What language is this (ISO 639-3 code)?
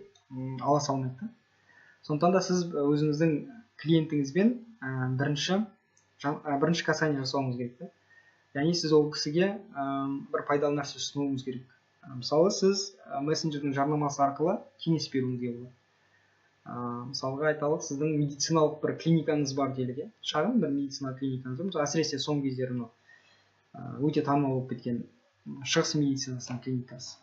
kaz